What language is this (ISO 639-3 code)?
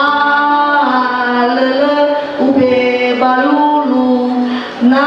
nia